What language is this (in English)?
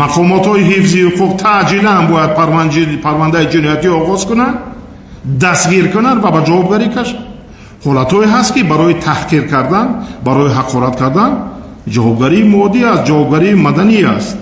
Tajik